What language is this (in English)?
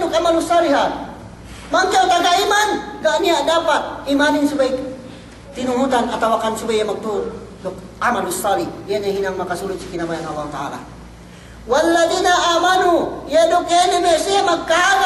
Yakan